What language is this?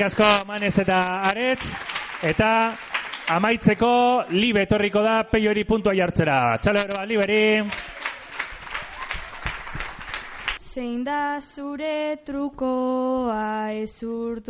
Basque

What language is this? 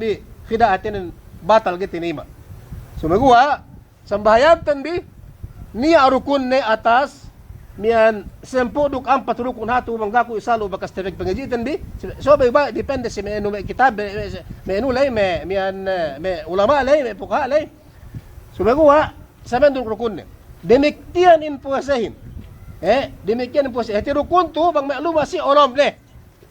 Yakan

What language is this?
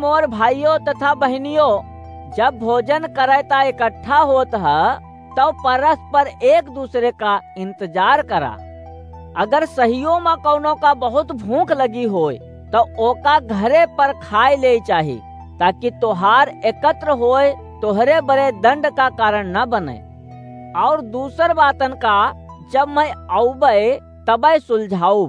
Awadhi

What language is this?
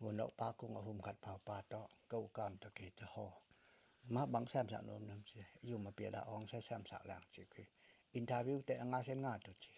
Tedim Chin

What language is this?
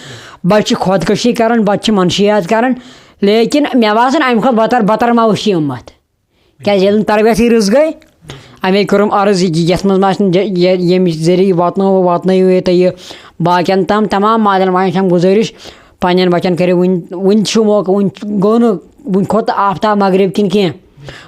Kashmiri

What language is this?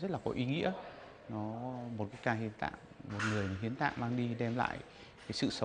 Vietnamese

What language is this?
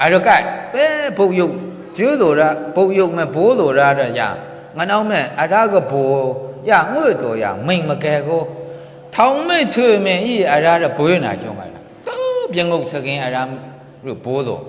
Maru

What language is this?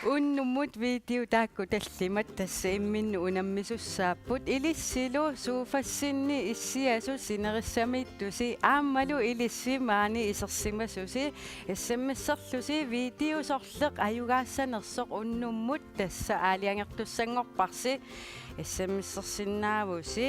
Kalaallisut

